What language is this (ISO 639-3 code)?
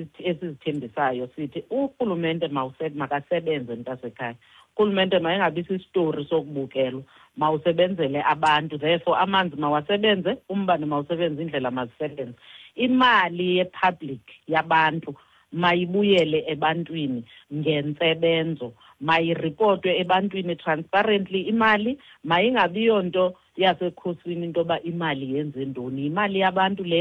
xho